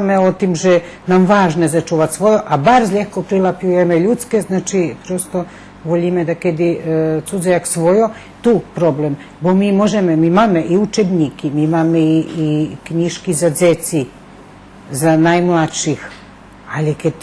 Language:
Rusyn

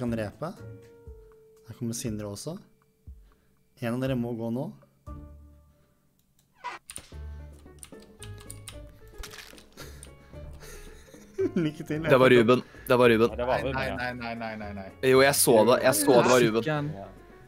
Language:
Norwegian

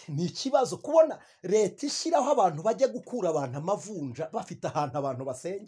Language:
Kinyarwanda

